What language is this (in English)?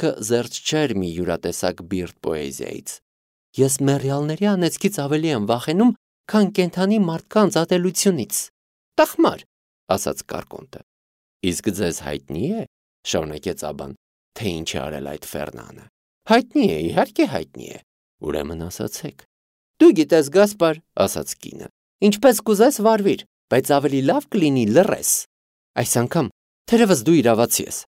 Armenian